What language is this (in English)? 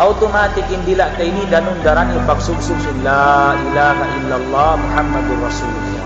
Tausug